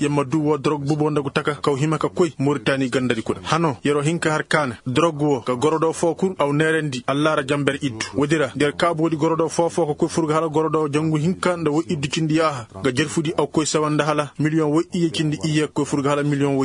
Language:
Koyraboro Senni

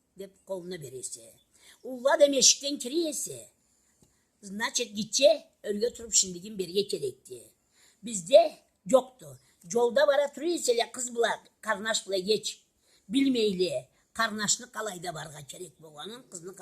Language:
Karachay-Balkar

